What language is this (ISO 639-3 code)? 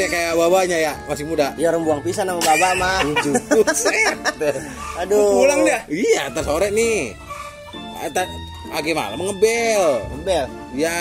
bew